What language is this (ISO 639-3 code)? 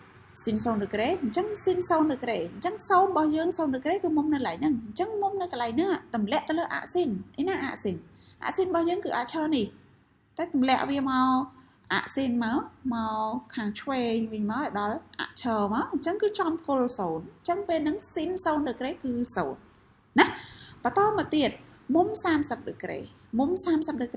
khm